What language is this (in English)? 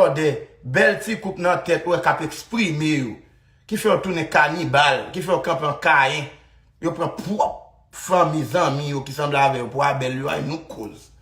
Haitian Creole